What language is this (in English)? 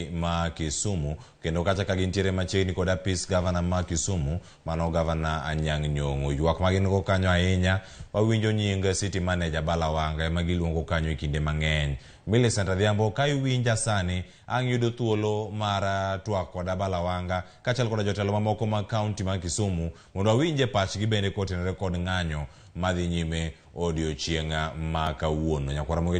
Luo (Kenya and Tanzania)